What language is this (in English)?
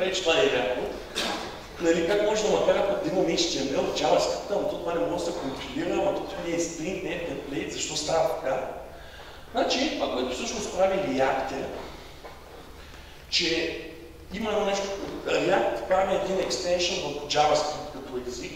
Bulgarian